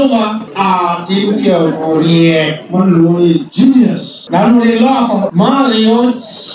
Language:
Lango (Uganda)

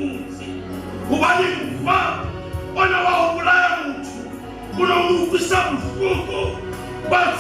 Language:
Southern Sotho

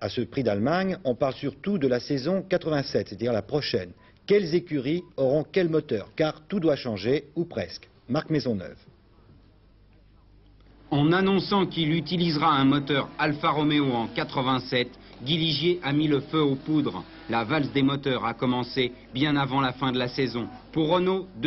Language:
French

